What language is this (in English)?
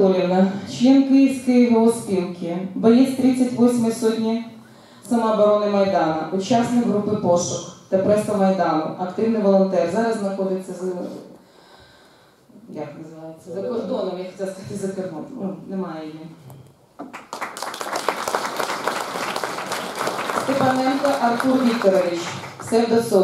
Ukrainian